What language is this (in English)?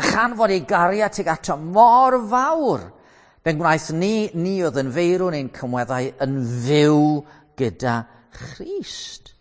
Welsh